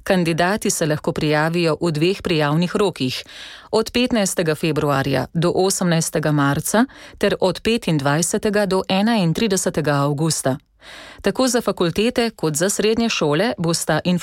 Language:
Slovenian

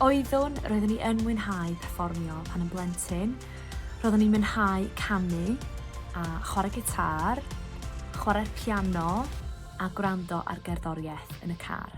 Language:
Welsh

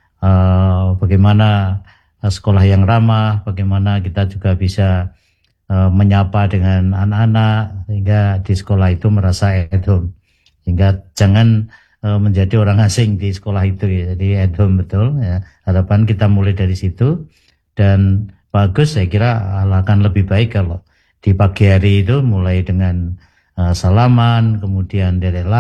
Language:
Indonesian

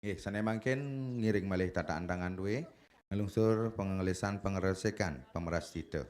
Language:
Balinese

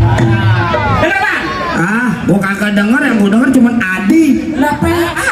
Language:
Betawi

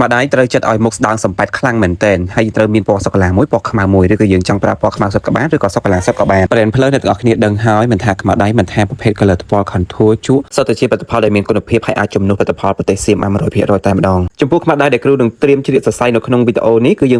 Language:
Khmer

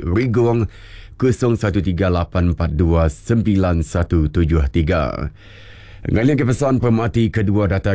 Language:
Iban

